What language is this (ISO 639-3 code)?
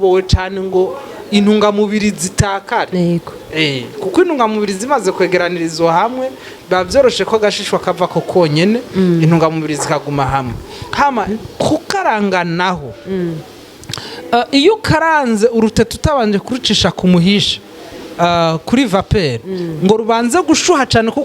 run